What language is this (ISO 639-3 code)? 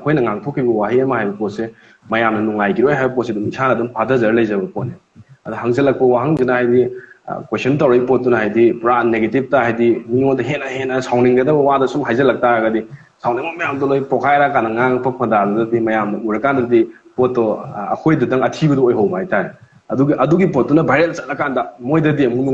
mni